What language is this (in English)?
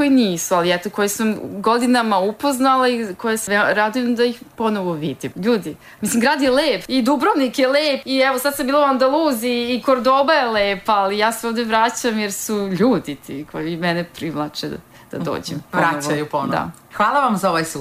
Serbian